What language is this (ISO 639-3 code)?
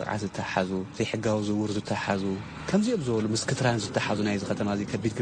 tir